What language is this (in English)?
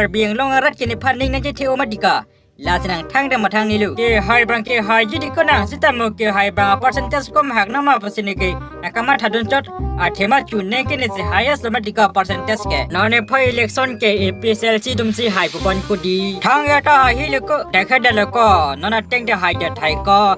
Karbi